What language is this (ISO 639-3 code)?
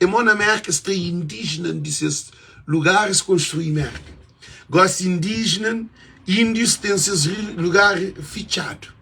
kea